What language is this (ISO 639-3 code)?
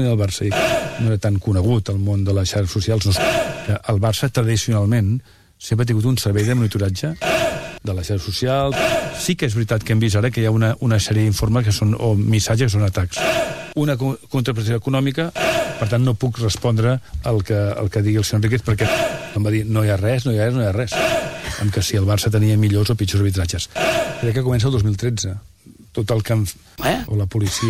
cat